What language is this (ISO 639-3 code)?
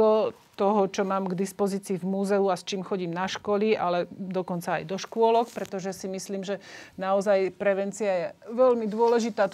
slk